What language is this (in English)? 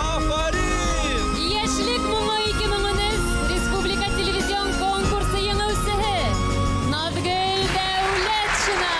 Bashkir